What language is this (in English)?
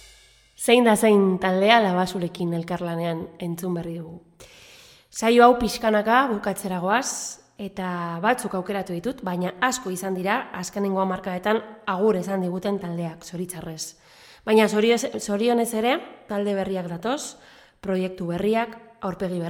Basque